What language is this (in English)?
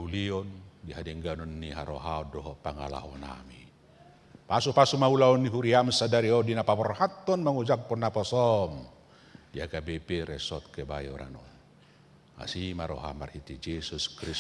Batak Toba